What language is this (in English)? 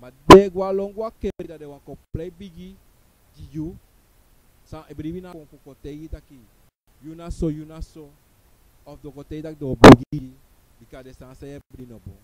Sranan Tongo